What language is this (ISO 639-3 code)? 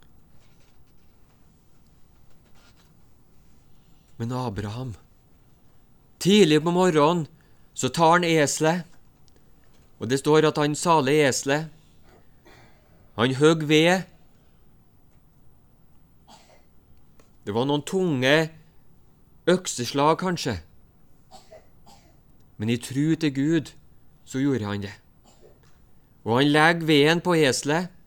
nor